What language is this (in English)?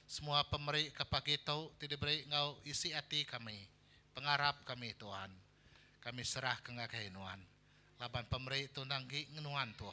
Iban